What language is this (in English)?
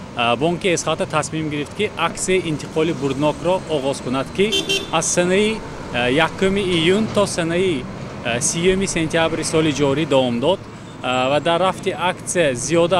Tajik